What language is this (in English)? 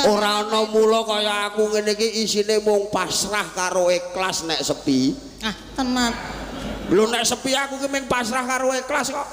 Javanese